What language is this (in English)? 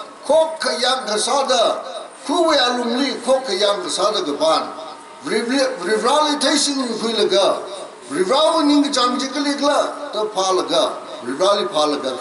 Tangkhul Naga (India)